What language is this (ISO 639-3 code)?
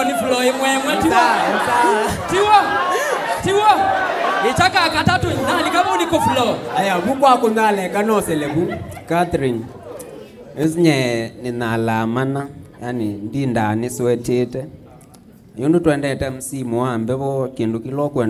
kam